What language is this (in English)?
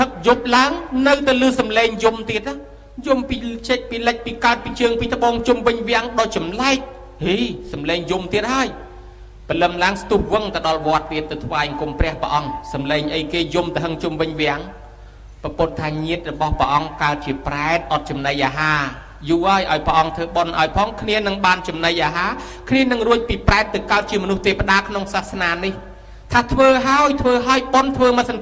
Khmer